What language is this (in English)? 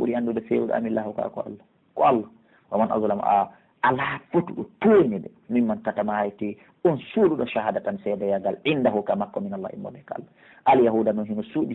Pular